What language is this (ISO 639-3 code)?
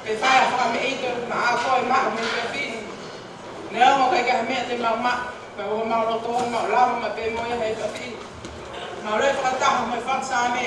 ton